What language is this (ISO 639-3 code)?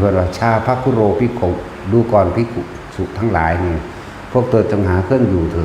tts